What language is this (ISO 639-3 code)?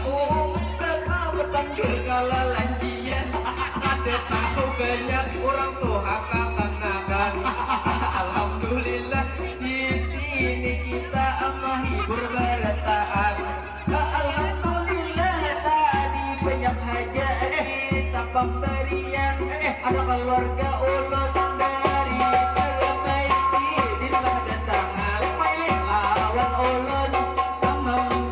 bjn